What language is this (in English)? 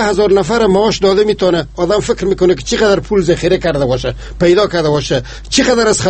Persian